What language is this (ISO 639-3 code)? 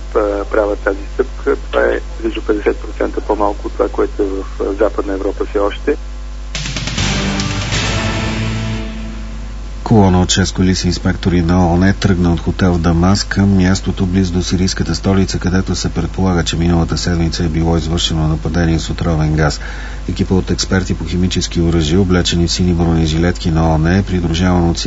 bul